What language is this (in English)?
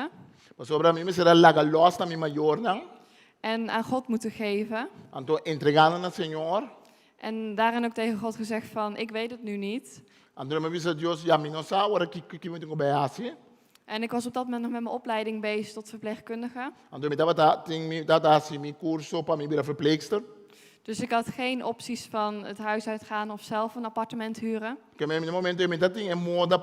Papiamento